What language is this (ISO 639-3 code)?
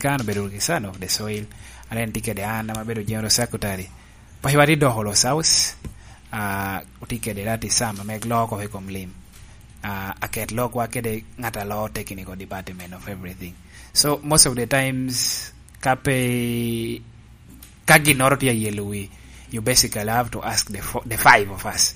laj